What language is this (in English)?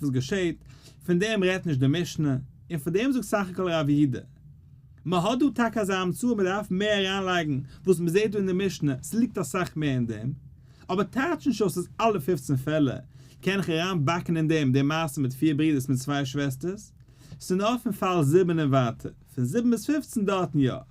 Yiddish